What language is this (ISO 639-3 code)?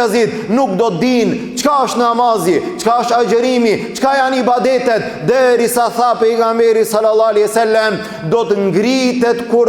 sqi